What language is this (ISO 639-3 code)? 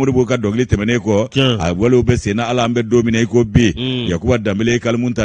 bam